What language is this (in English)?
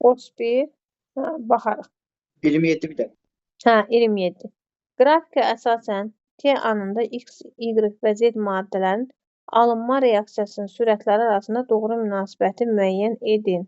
Azerbaijani